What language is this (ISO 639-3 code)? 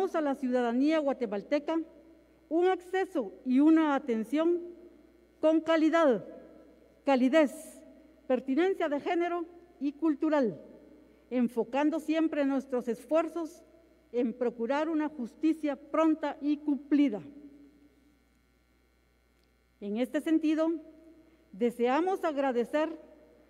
spa